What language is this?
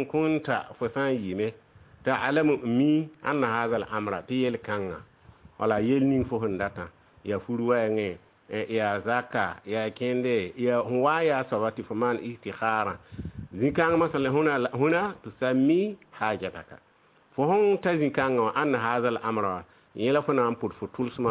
Mossi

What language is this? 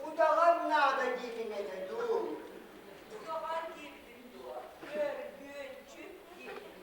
Yakut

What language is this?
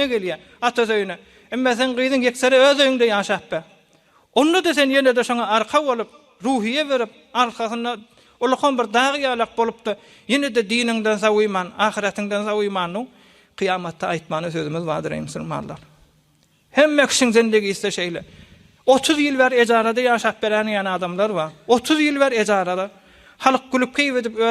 Turkmen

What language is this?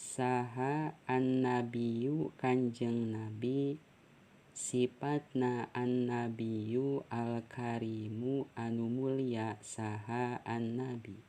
Sundanese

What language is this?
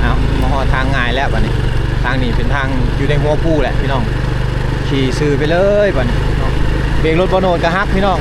Lao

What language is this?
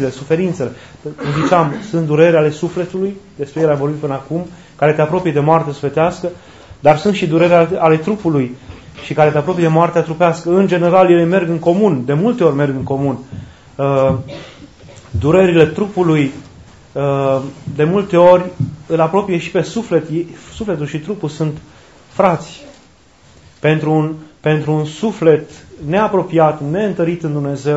Romanian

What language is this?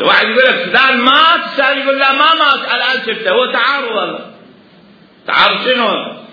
Mesopotamian Arabic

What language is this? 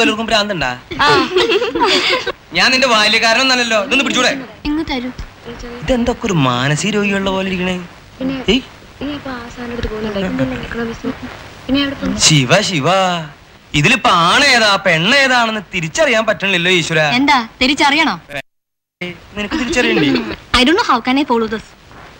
Malayalam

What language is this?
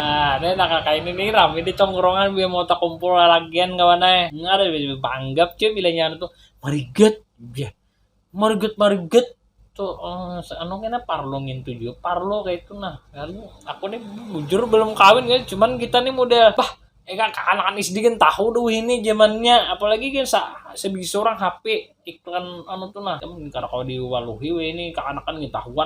Banjar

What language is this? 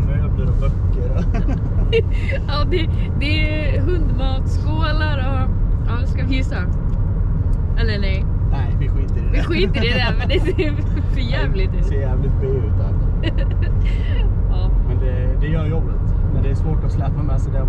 Swedish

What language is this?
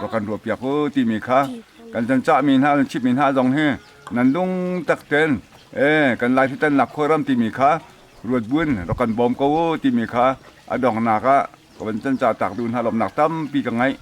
Hakha Chin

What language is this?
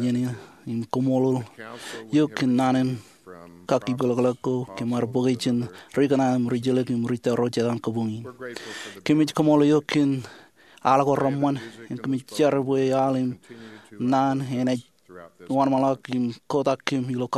Marshallese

